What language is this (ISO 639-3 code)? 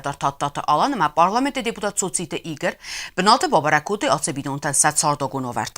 oss